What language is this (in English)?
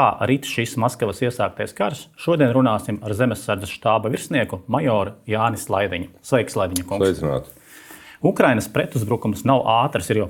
Latvian